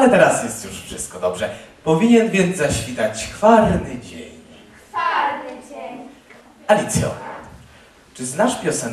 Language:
Polish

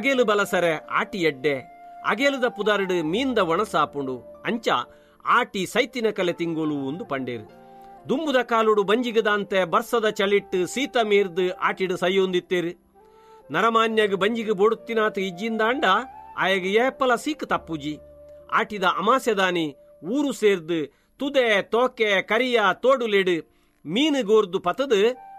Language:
Tulu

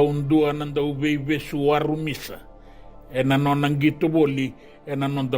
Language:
Fijian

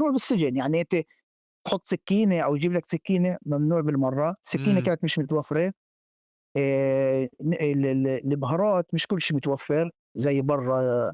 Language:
North Levantine Arabic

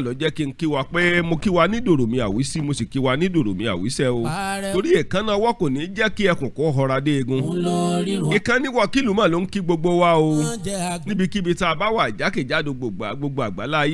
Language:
Yoruba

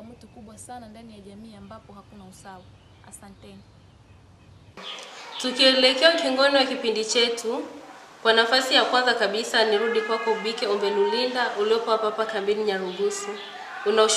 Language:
Swahili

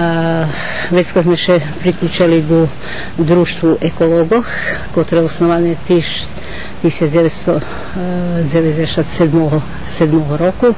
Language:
Rusyn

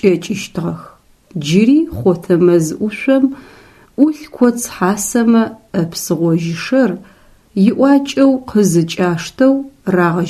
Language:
Adyghe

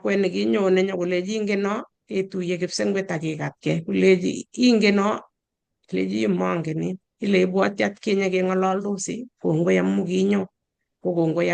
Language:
Kalenjin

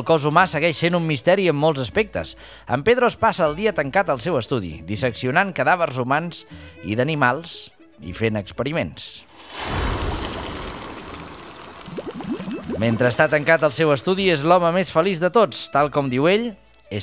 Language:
Catalan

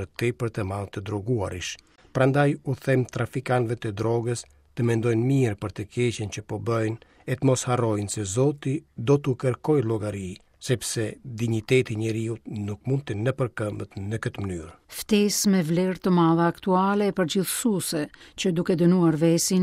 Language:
Albanian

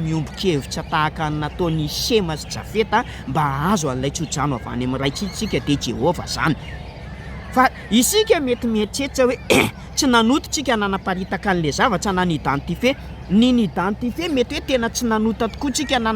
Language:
Malagasy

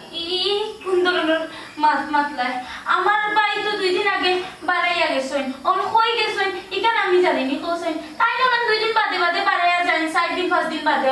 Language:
Sylheti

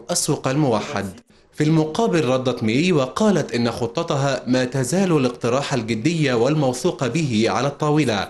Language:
Arabic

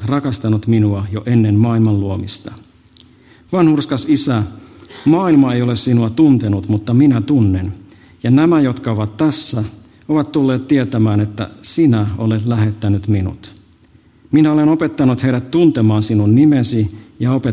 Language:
Finnish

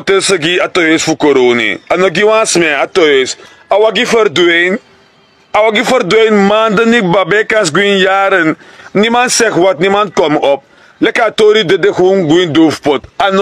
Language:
Sranan Tongo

